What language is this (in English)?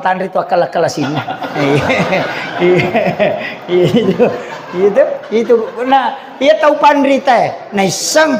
Buginese